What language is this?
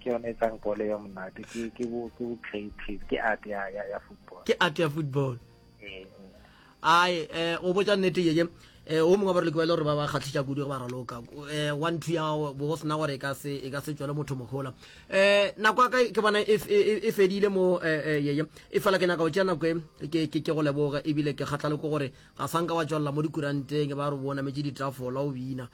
Northern Sotho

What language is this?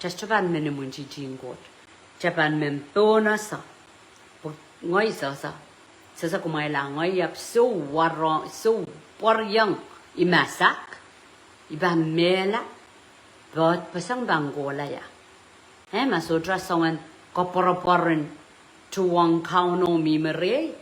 Pohnpeian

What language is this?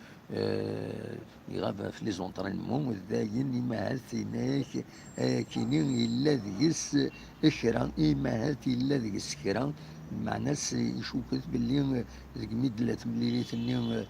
Kabyle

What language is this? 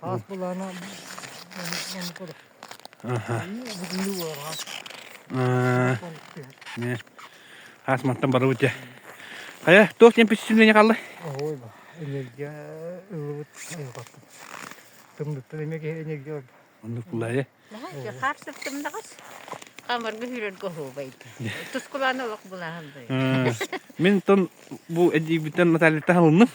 Yakut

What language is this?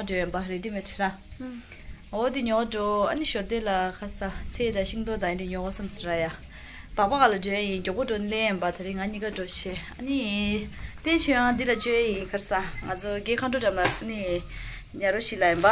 Tibetan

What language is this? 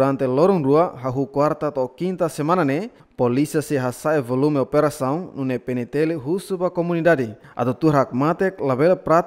Tetum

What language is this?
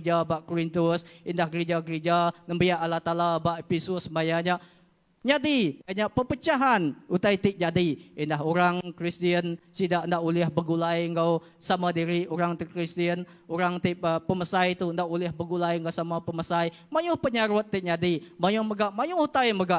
Iban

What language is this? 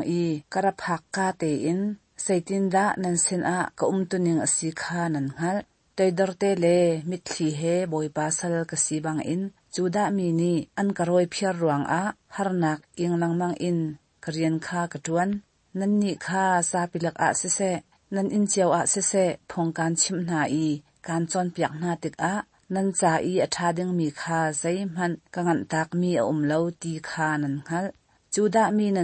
Hakha Chin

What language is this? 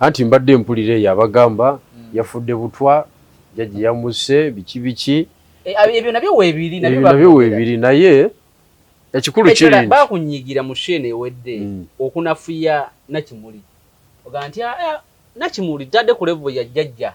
Ganda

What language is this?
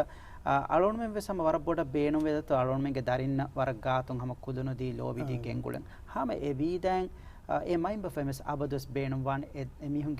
Divehi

